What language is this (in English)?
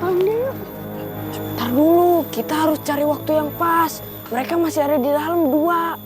Betawi